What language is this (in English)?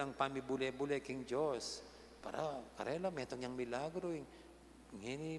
Pampanga